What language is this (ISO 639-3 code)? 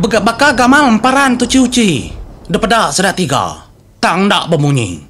iba